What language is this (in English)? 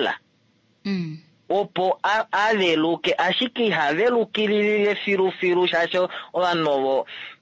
Kuanyama